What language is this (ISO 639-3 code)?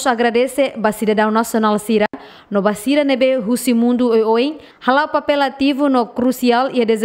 tet